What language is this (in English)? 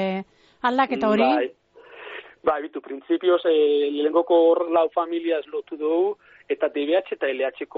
Basque